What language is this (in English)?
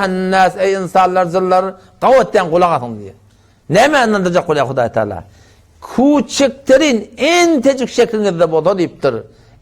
Turkmen